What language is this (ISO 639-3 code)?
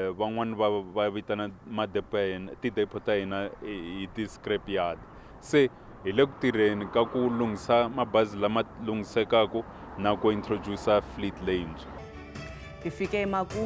tso